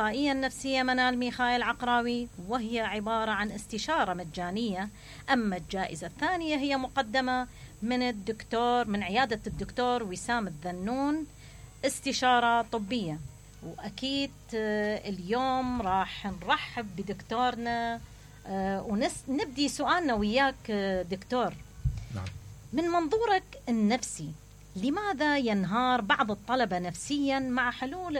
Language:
Mesopotamian Arabic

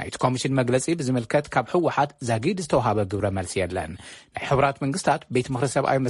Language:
Tigrinya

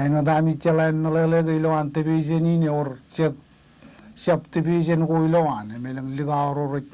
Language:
Marshallese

